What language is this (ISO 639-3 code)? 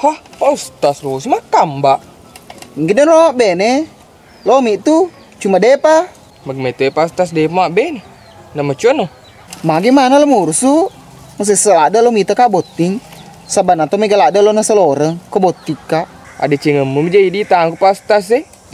bug